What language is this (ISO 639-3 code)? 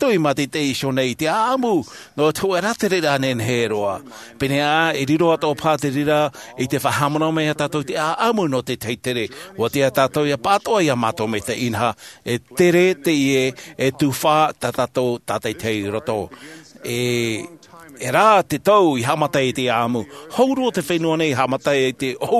tah